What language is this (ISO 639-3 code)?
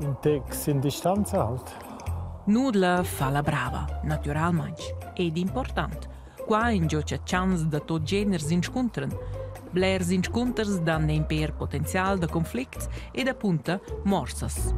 roh